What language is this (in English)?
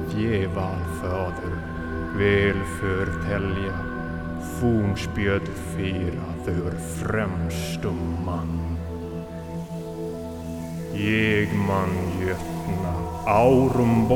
Icelandic